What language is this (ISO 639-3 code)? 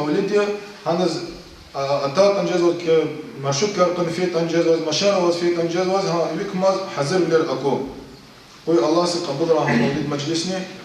lez